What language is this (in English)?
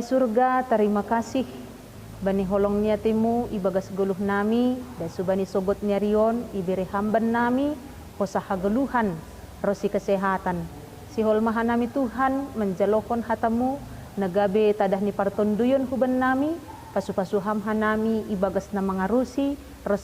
Batak Simalungun